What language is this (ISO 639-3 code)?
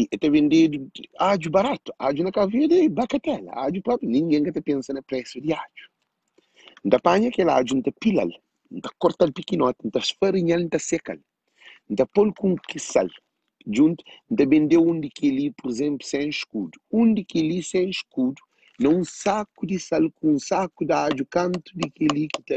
kea